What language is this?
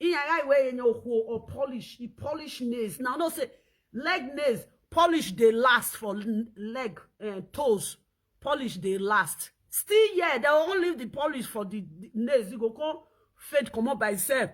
Nigerian Pidgin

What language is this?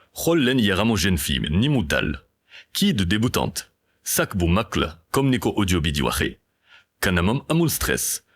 Wolof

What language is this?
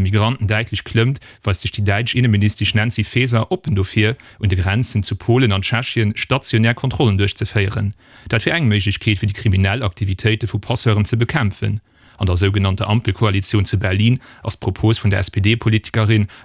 Luxembourgish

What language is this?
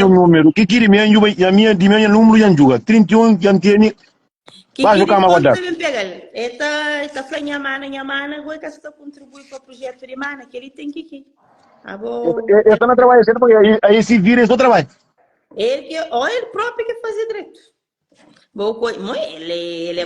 Kabuverdianu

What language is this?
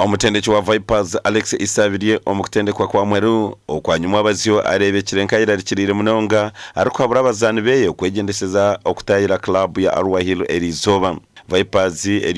Nyankole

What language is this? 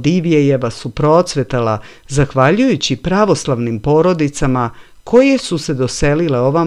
Serbian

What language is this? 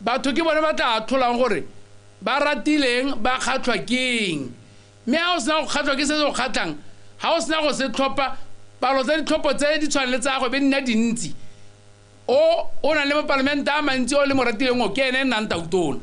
Tswana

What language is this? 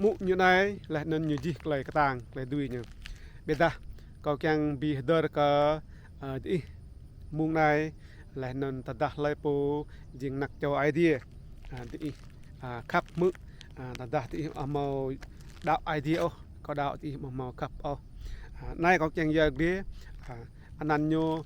Rade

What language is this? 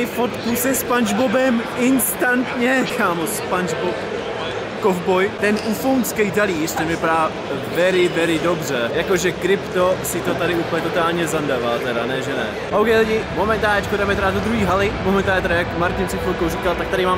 Czech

